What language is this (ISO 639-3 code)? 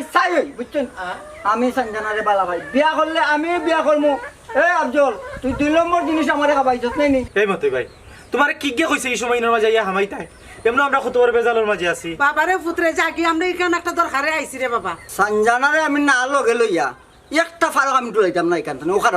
syl